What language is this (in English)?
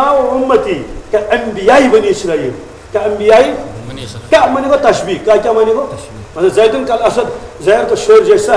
Kashmiri